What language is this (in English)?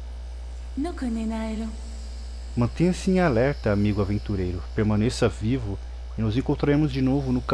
Portuguese